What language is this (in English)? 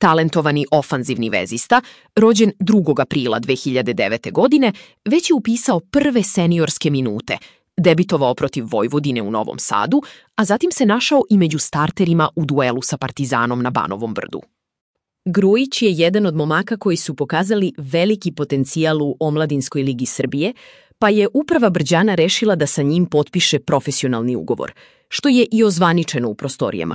Serbian